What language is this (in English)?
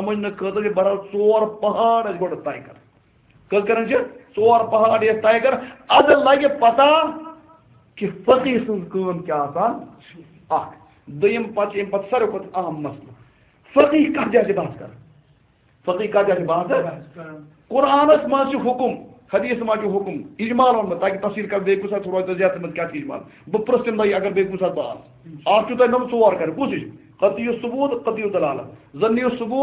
Kashmiri